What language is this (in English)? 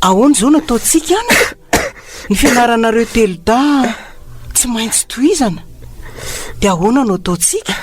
Malagasy